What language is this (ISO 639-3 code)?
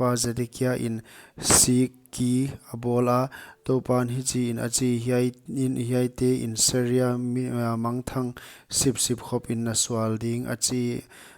pck